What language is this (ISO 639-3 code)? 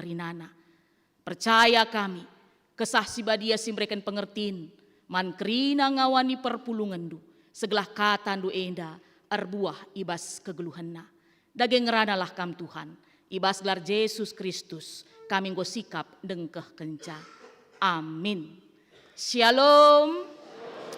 btx